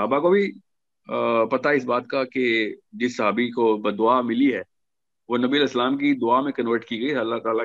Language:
Urdu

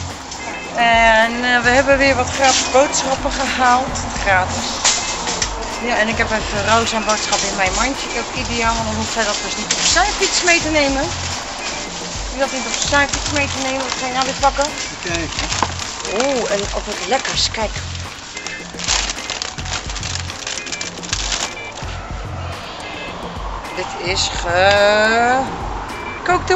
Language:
Dutch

